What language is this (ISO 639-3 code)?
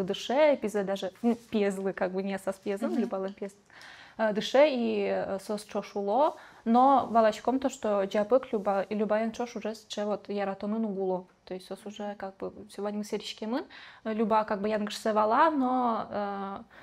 udm